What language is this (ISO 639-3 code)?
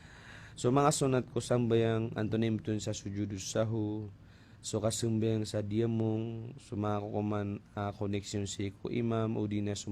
mrw